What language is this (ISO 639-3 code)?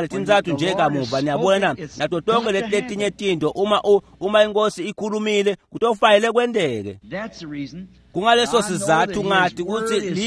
ssw